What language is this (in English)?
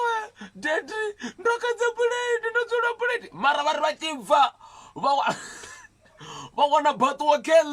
Venda